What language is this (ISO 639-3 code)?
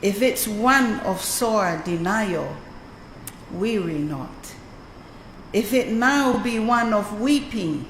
ton